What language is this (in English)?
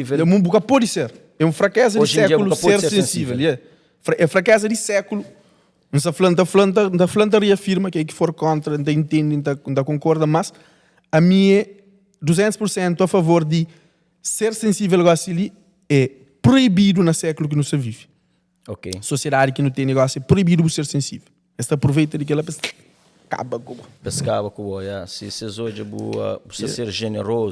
Kabuverdianu